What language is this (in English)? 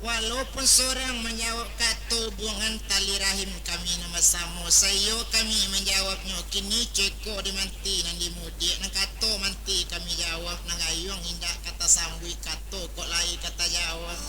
Minangkabau